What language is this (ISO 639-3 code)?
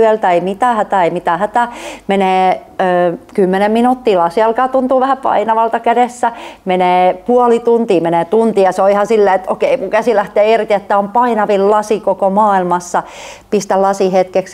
fin